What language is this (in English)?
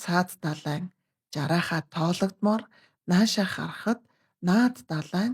Mongolian